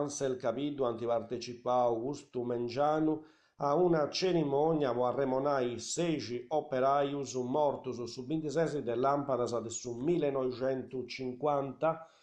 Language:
Sardinian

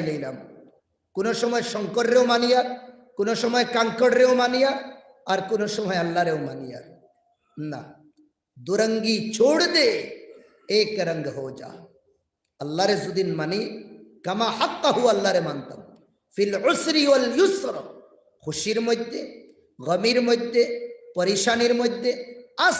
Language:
Sylheti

